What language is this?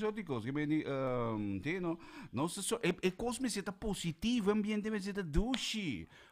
Papiamento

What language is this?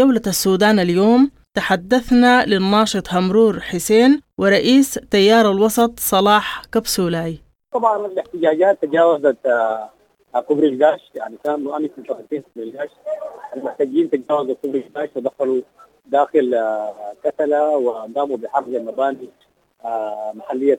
Sudanese Arabic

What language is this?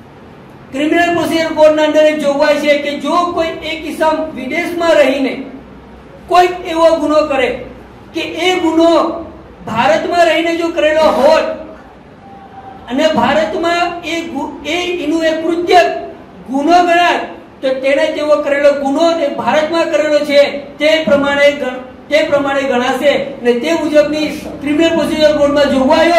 Gujarati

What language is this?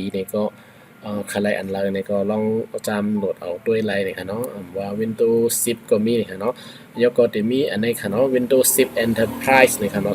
Shan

